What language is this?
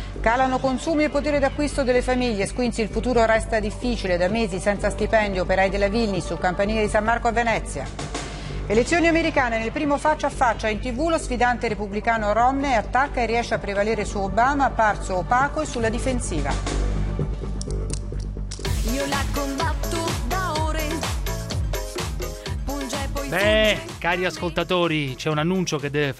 Italian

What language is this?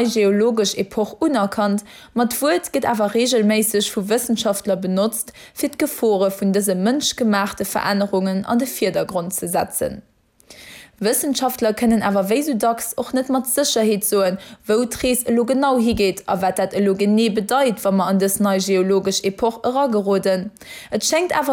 Luxembourgish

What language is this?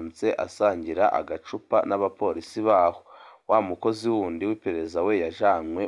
Rundi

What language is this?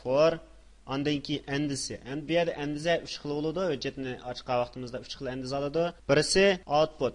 Uyghur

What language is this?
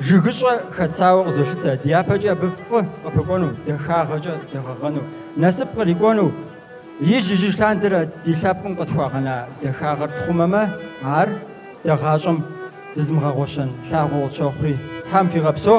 Kabardian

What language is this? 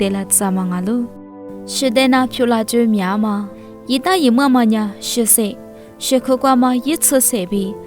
Lisu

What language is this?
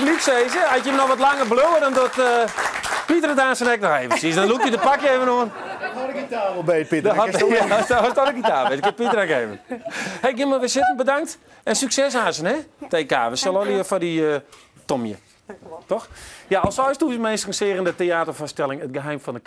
Western Frisian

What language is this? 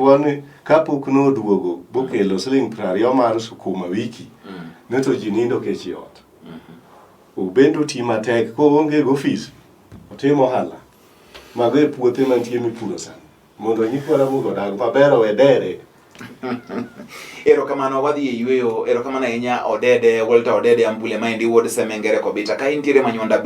Luo (Kenya and Tanzania)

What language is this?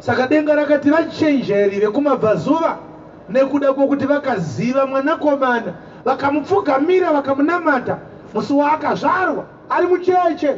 Shona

